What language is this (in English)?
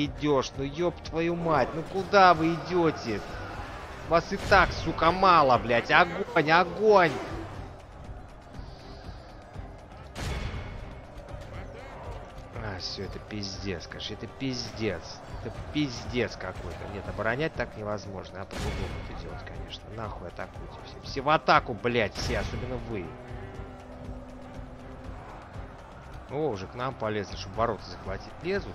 Russian